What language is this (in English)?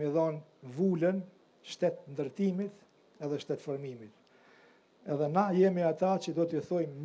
Albanian